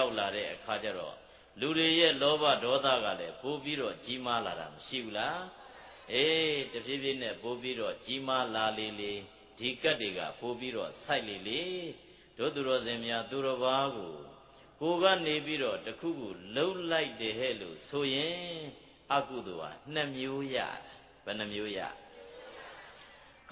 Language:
Burmese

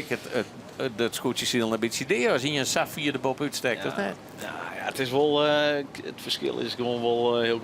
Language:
Western Frisian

